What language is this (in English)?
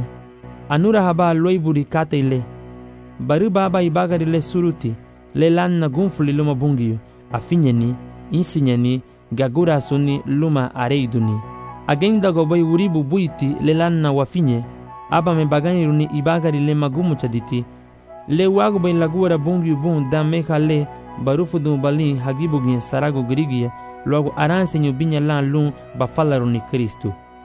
Garifuna